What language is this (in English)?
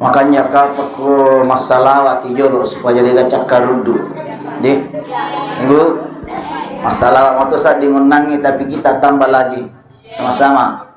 Buginese